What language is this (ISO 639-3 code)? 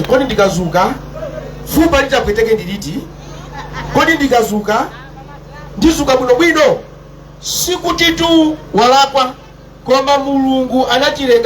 nya